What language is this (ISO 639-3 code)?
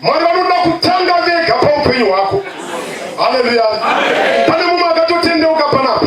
sna